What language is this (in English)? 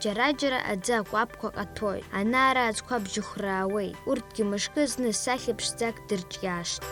Abkhazian